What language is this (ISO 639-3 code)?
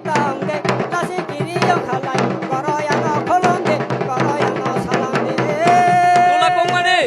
trp